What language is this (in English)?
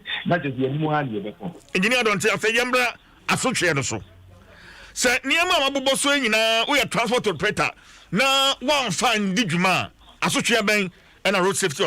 Akan